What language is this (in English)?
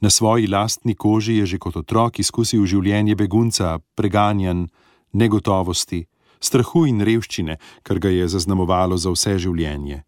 Slovenian